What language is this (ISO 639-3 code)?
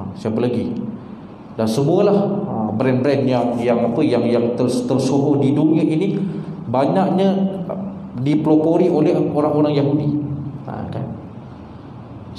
msa